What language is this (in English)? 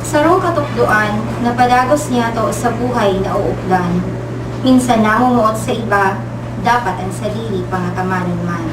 Bikol